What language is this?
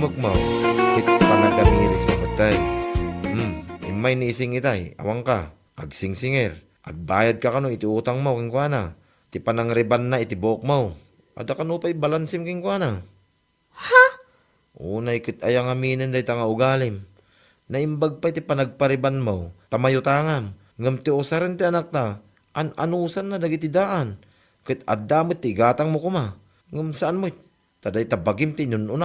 Iloko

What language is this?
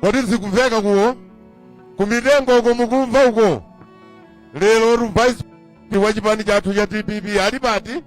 Nyanja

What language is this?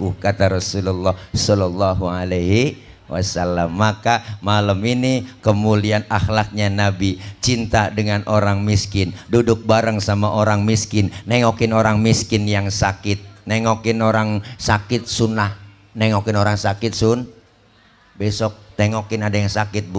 Betawi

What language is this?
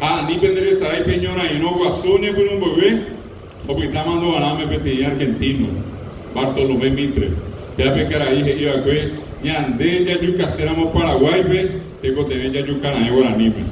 Guarani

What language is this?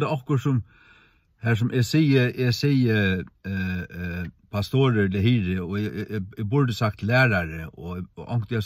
Faroese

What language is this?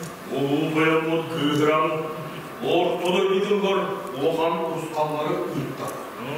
Yakut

